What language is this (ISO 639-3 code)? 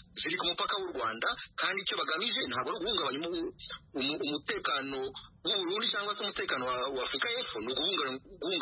kin